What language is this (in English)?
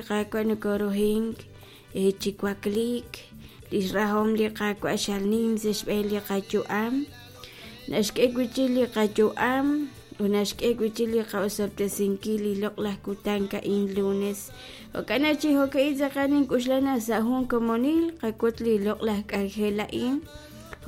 Kekchí